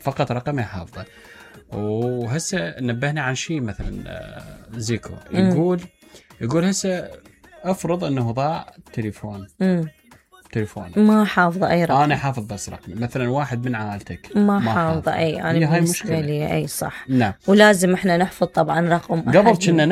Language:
Mesopotamian Arabic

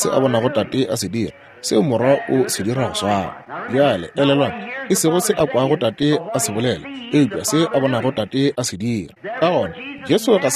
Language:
Northern Sotho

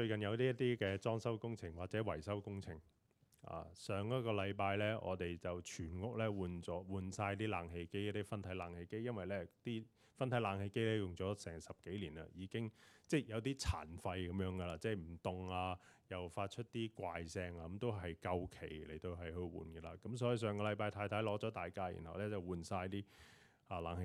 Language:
Cantonese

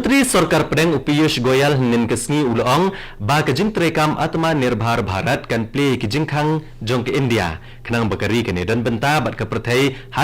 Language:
Khasi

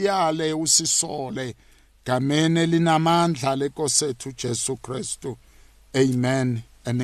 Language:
South Ndebele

